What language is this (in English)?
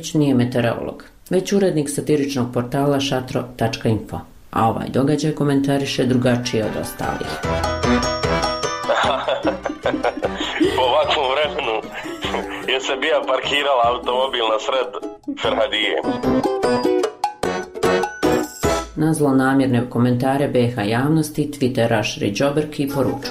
Bosnian